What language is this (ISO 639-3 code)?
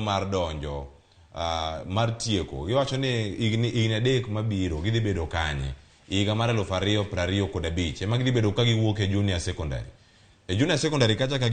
luo